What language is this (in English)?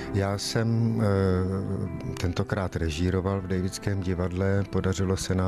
Czech